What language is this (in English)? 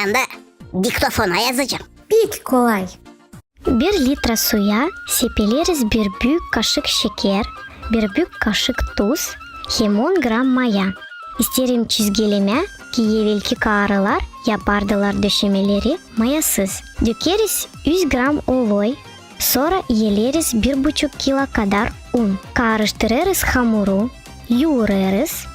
Gagauz